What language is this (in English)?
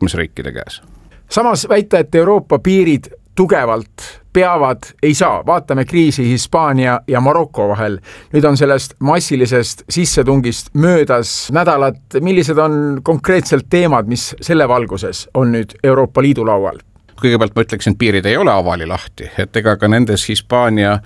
Estonian